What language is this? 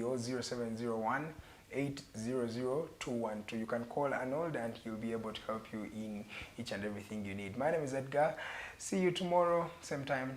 Ganda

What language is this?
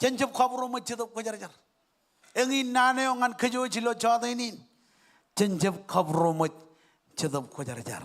Marshallese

